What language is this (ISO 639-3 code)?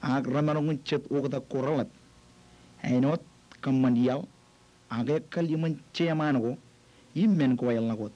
mah